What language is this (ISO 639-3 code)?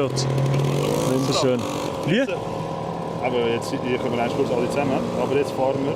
gsw